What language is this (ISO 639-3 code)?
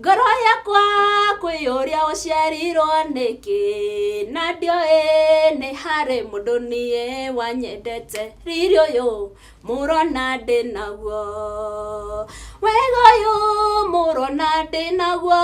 kik